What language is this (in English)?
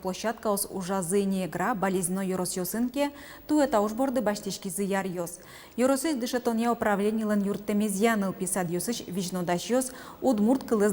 Udmurt